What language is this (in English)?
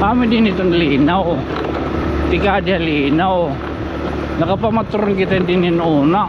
Waray